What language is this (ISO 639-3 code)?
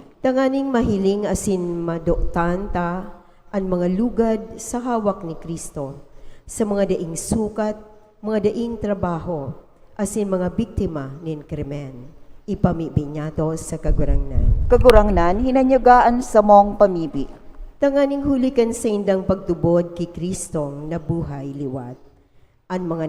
bik